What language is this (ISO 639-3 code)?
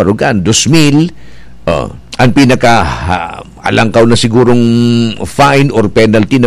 bik